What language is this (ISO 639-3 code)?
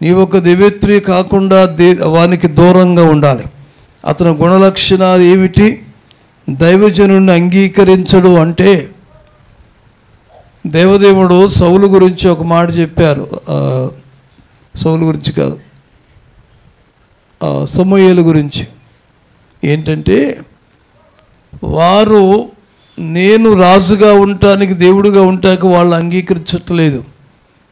tel